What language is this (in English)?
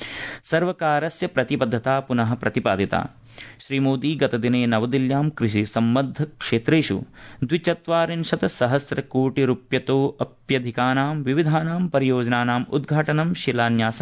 Sanskrit